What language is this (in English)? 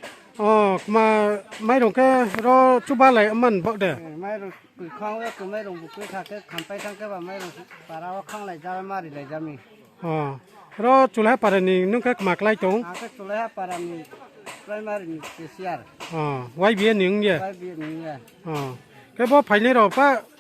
Riang (India)